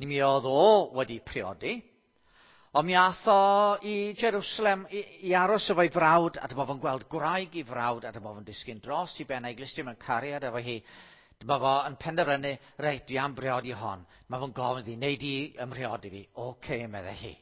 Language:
Welsh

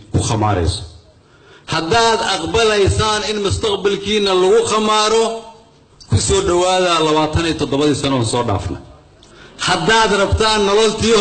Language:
Somali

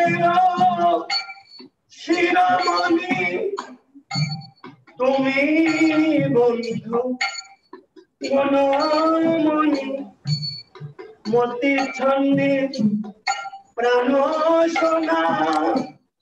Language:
Bangla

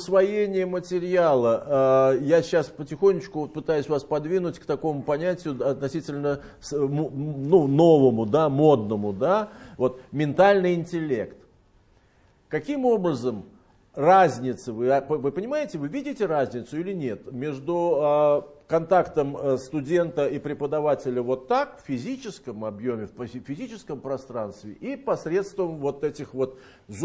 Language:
Russian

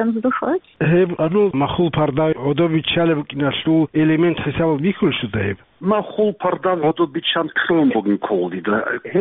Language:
Avaric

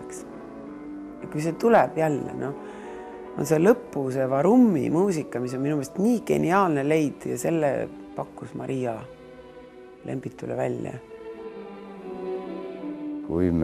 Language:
Estonian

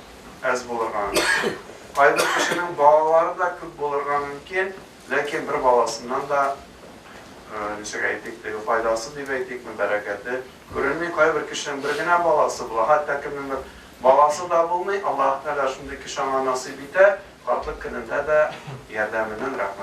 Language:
Tatar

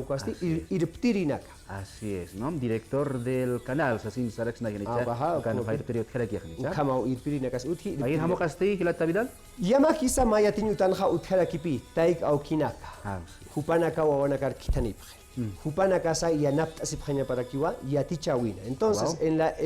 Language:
Aymara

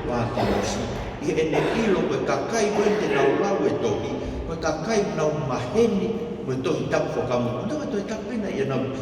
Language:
Tongan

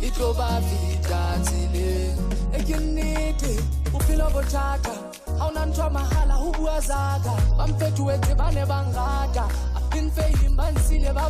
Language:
Southern Sotho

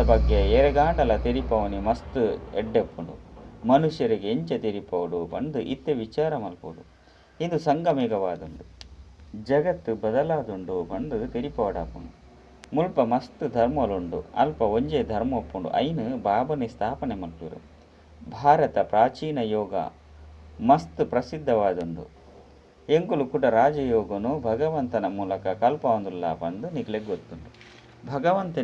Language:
Tulu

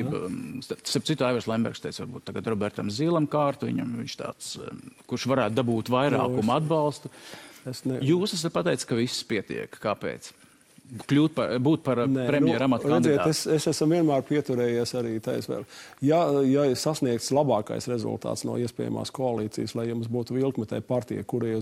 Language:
Latvian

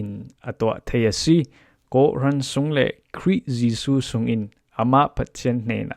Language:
Falam Chin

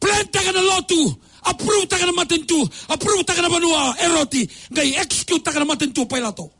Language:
Fijian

